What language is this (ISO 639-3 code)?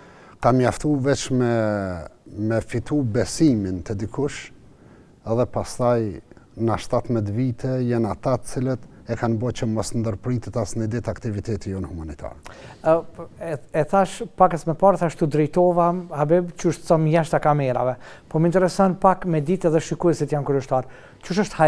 sqi